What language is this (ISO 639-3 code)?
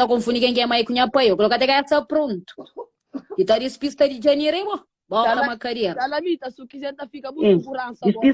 kea